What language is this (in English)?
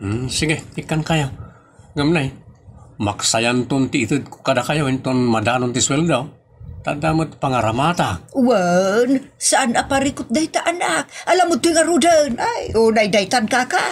Iloko